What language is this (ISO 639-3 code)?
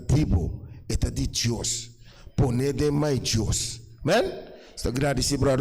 pap